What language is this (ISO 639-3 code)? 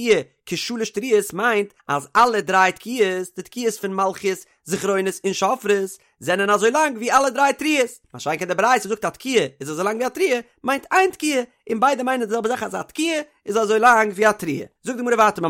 yid